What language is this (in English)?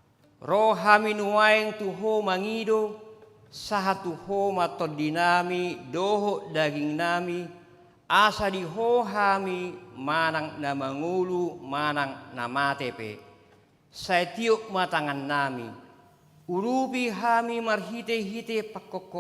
Batak Toba